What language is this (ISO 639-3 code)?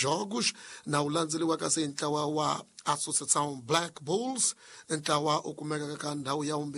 tso